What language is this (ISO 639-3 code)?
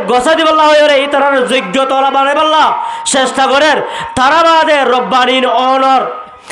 rhg